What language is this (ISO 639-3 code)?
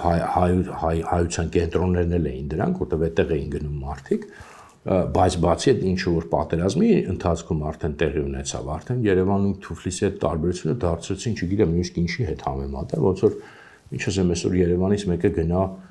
hye